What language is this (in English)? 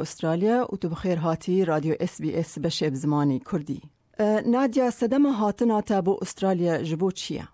Kurdish